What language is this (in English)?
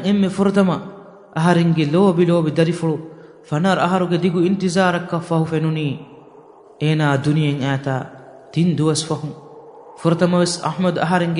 Divehi